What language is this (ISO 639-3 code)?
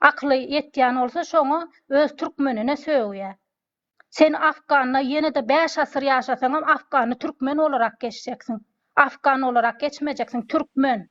tuk